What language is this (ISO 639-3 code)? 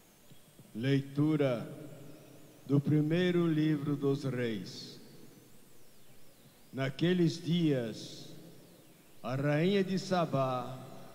por